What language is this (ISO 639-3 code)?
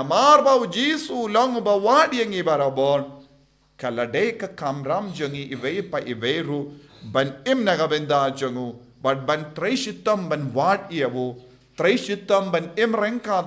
kha